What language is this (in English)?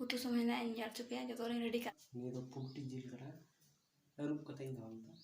Santali